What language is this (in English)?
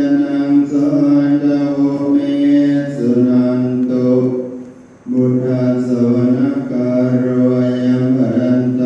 Pali